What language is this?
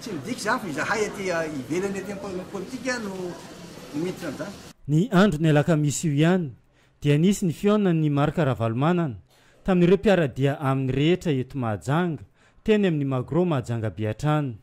Malagasy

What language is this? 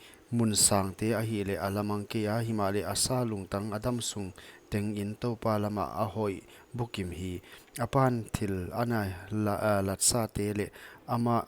Paite Chin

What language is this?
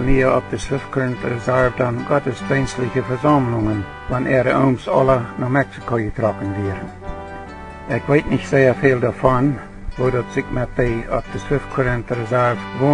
Plautdietsch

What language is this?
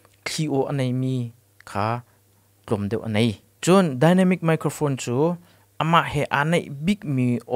Hakha Chin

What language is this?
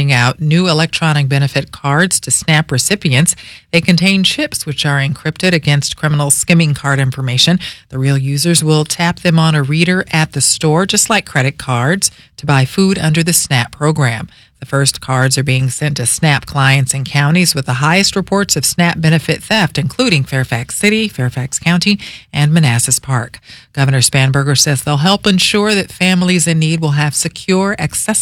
English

